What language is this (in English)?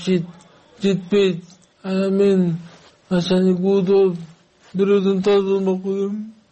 Kyrgyz